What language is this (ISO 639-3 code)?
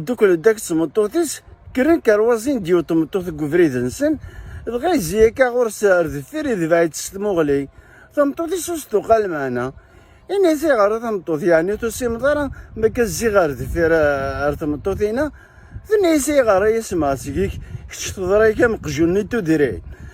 kab